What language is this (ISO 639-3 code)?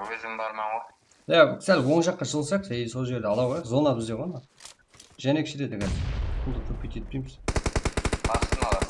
kaa